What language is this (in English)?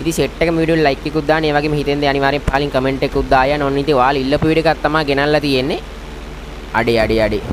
Sinhala